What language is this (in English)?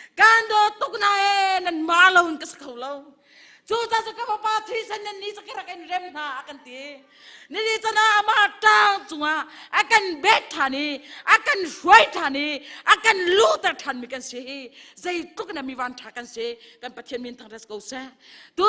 Hakha Chin